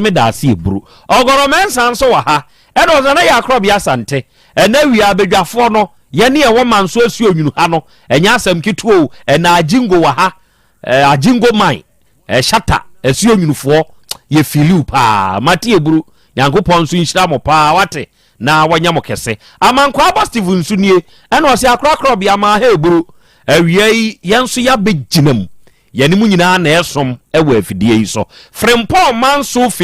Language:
Akan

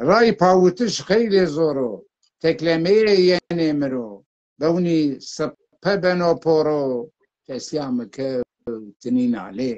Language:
Zaza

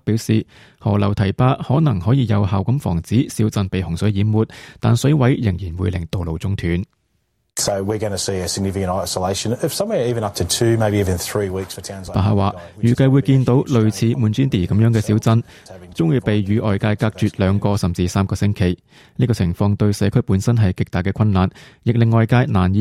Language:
Cantonese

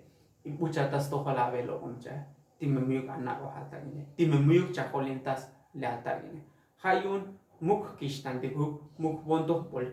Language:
Tzotzil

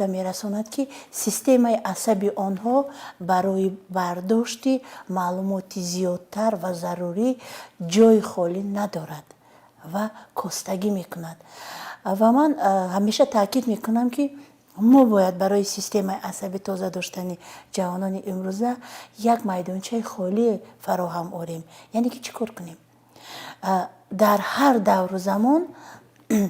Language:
Tajik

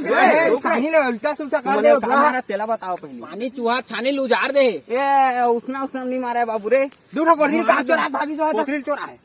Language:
Chhattisgarhi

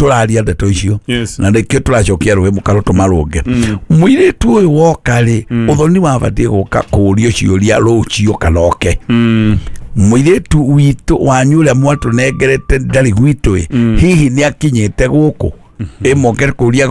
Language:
Kikuyu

